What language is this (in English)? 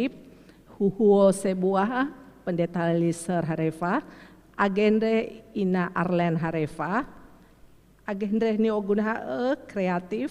Nias